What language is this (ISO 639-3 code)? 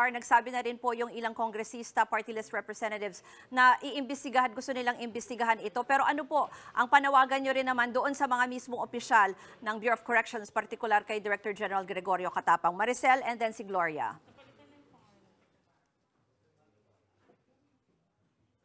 fil